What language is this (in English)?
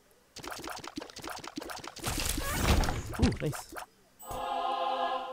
Malay